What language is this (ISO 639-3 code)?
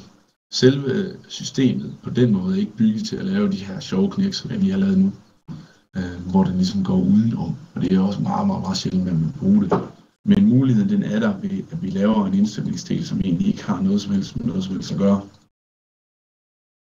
dan